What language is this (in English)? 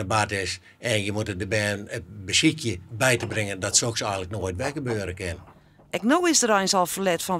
Western Frisian